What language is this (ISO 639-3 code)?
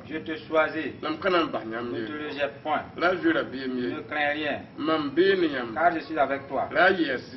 mos